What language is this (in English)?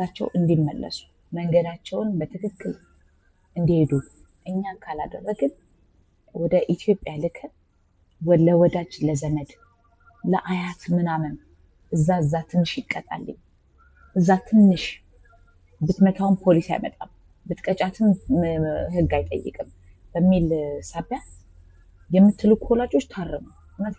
Amharic